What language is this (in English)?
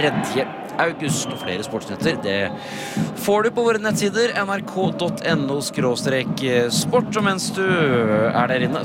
Norwegian